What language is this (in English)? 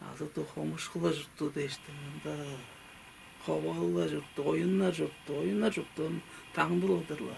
Tuvinian